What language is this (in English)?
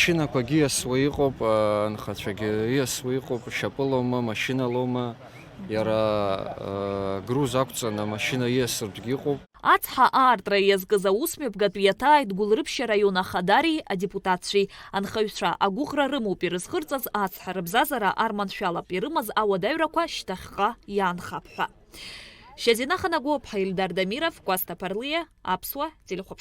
Abkhazian